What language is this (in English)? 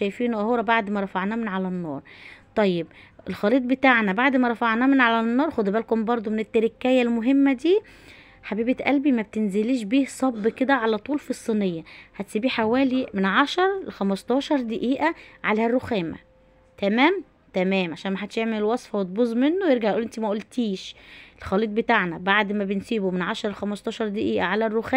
Egyptian Arabic